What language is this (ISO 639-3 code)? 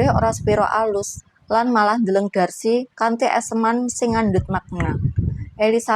jav